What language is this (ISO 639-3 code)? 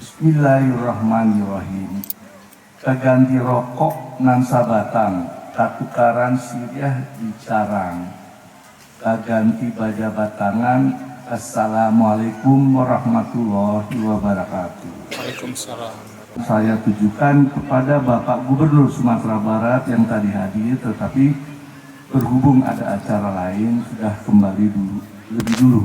min